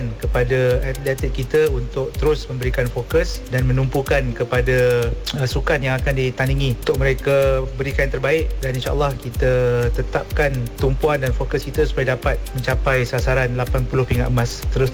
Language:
Malay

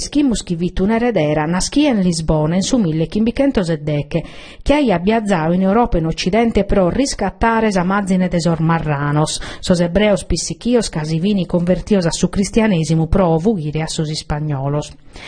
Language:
Sardinian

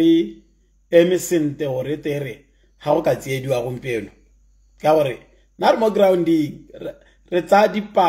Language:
Tswana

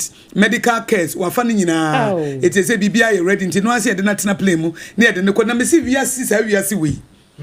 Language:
Akan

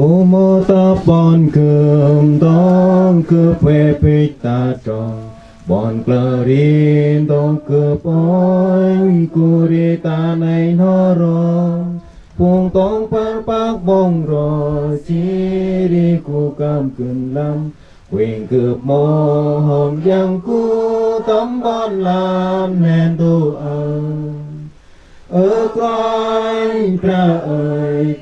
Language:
Central Mnong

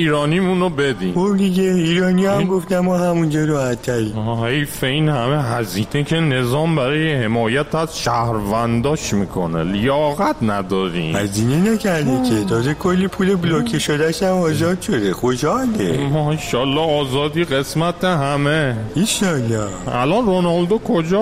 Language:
Persian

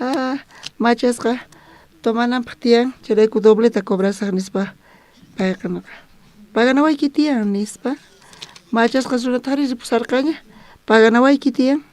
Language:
South Bolivian Quechua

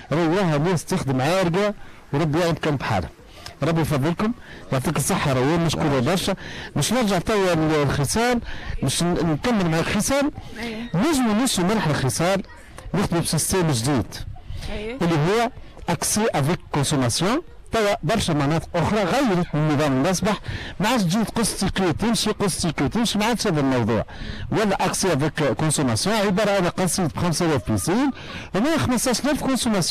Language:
Tunisian Arabic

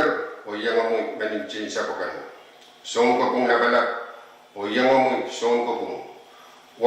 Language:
Pohnpeian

